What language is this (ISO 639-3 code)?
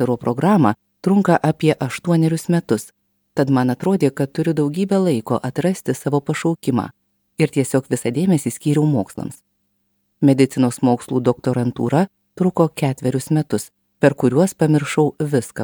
lit